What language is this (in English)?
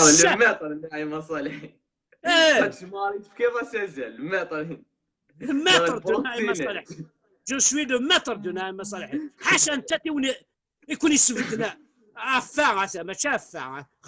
Kabyle